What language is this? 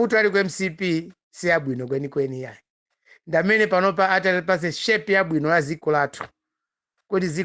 Nyanja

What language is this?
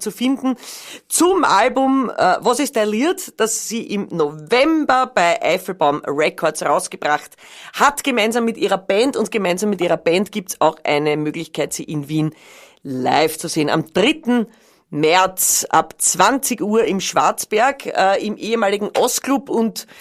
Bavarian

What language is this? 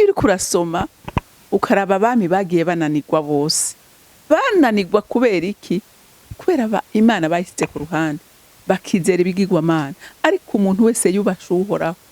Rundi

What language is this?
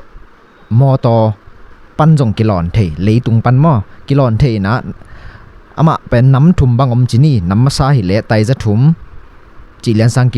Tedim Chin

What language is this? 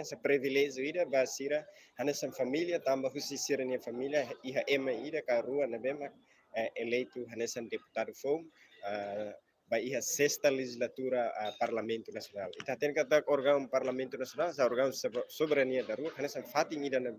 Tetum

